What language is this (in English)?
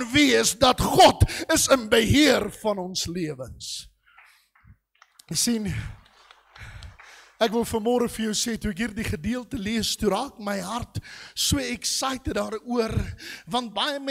Afrikaans